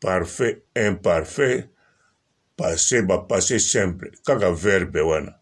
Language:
Lingala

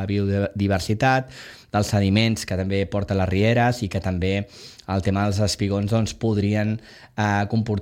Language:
Catalan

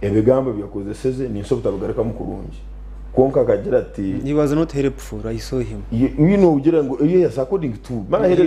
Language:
Nyankole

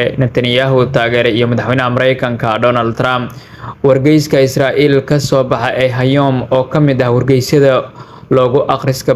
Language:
Somali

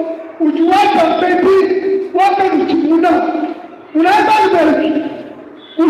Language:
Luba-Lulua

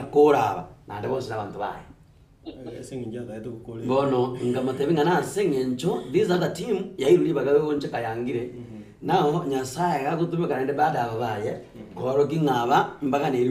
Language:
Gusii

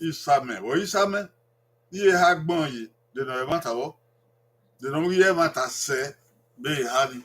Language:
Bini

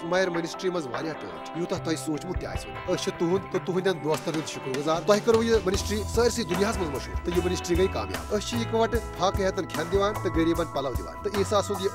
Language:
Kashmiri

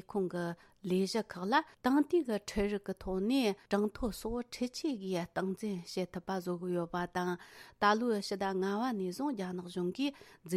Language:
Tibetan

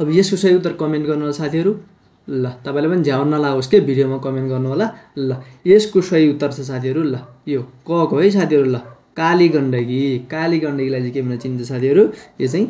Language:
Nepali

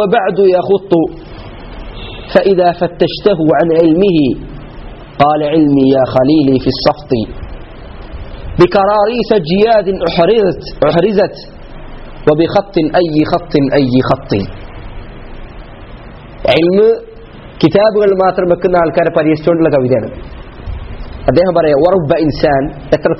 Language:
Malayalam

